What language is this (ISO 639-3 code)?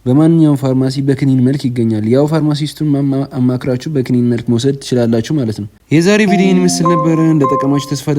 amh